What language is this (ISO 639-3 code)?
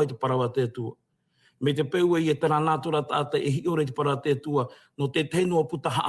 tah